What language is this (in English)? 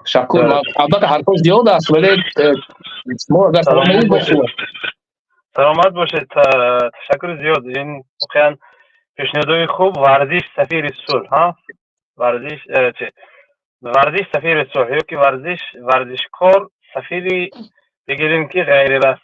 Tajik